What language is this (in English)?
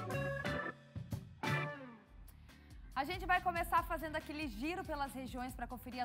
Portuguese